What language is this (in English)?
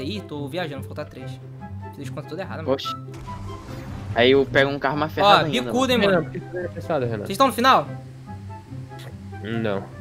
Portuguese